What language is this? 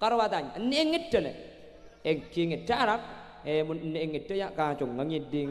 Madurese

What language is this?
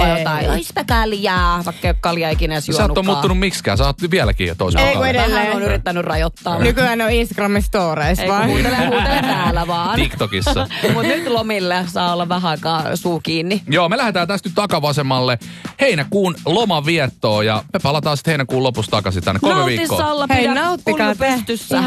Finnish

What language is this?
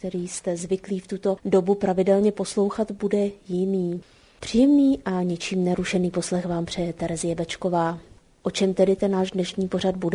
Czech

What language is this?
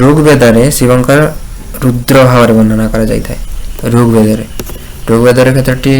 Odia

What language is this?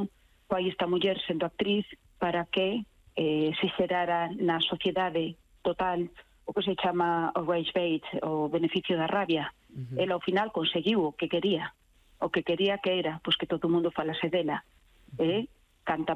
Galician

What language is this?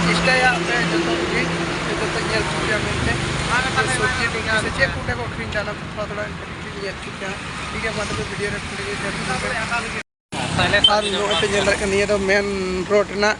Santali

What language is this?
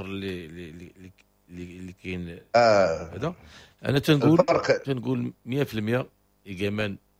Moroccan Arabic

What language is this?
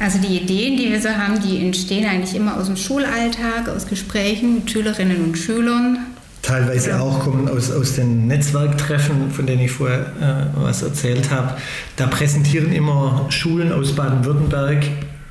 German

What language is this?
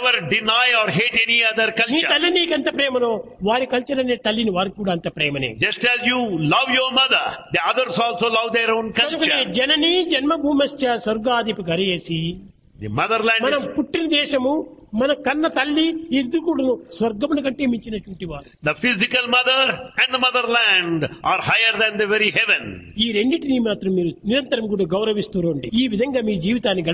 Telugu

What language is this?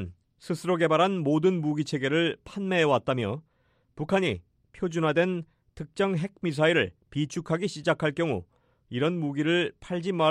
Korean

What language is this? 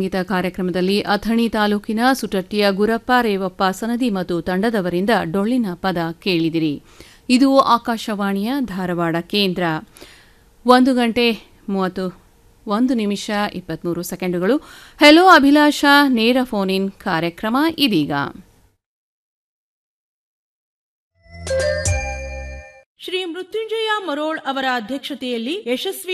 Kannada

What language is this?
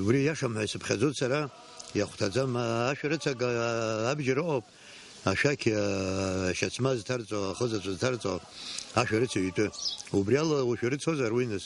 Abkhazian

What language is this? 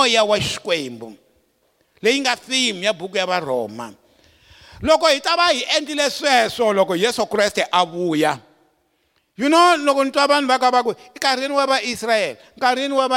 Tsonga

